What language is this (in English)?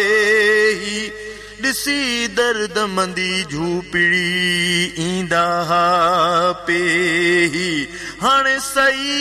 Sindhi